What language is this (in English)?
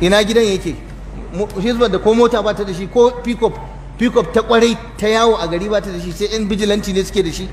Hausa